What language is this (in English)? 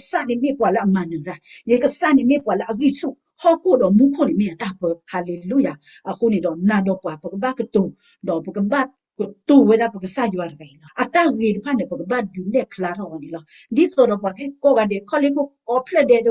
S'gaw Karen